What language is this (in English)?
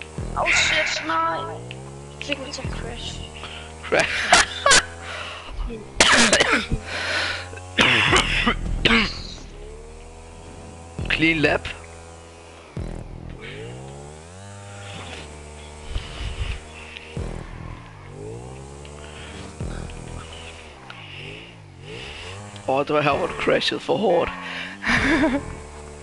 Danish